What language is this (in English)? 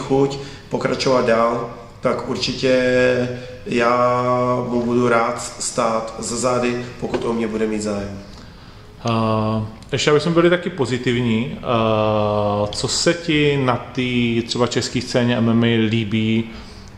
Czech